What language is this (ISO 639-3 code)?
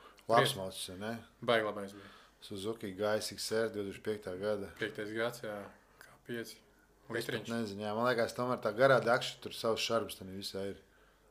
lav